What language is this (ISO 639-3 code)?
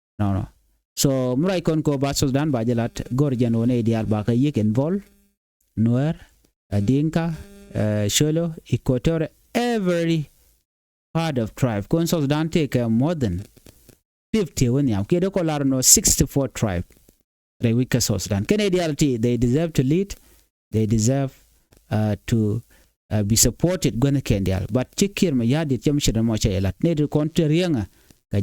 nus